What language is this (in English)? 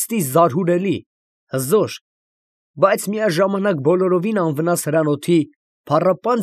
Armenian